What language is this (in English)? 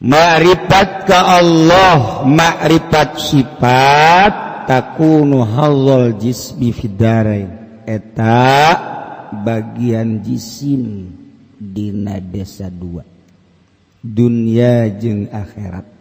Sundanese